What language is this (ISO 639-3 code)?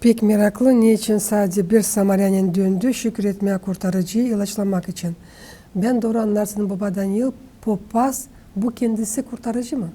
gag